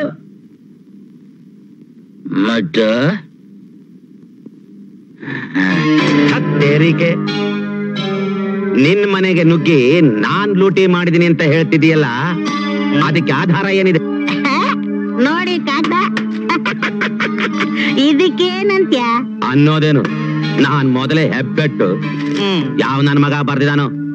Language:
Kannada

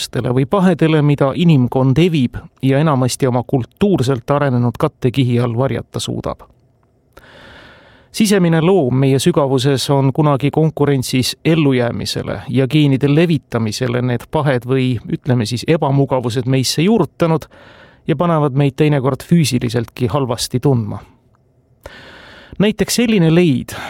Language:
Estonian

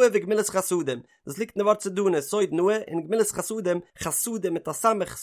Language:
Yiddish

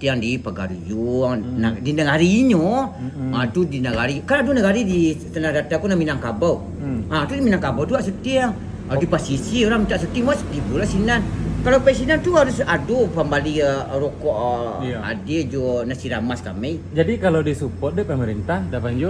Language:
Minangkabau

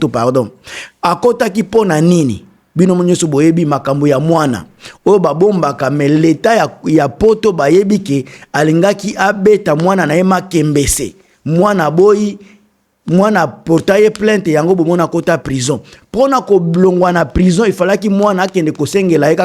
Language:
Lingala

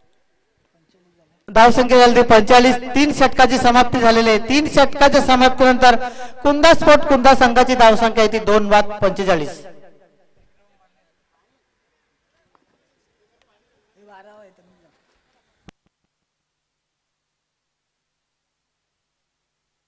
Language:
Marathi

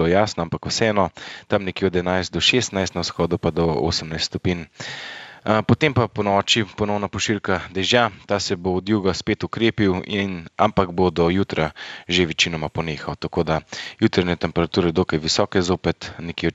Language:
Slovenian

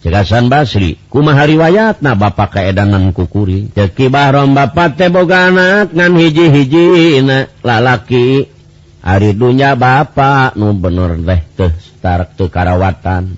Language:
Sundanese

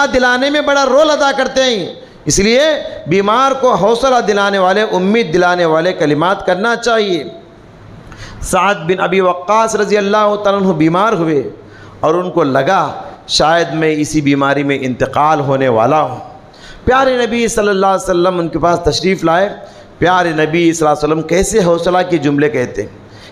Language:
Urdu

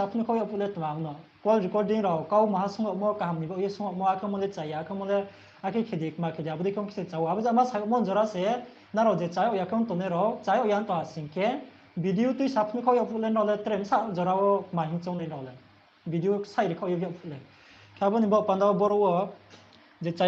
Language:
Riang (India)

